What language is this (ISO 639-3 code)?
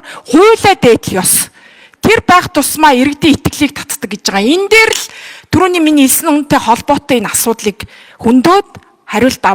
mon